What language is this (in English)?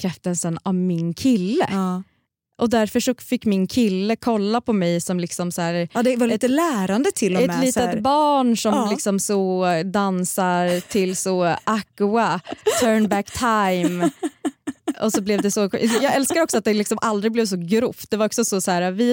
Swedish